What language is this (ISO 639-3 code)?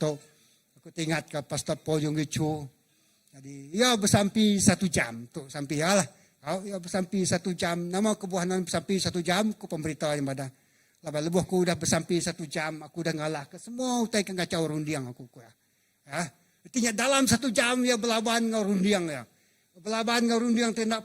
iba